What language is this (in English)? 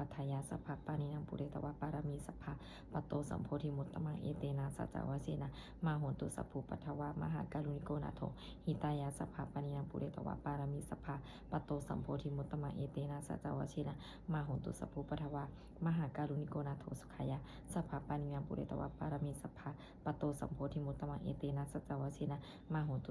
Pali